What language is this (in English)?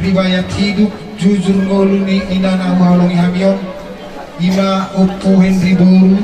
Batak Toba